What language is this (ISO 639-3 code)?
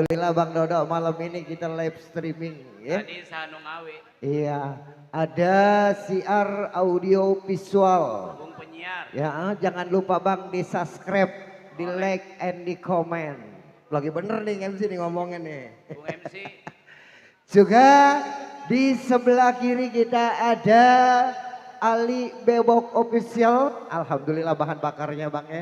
bew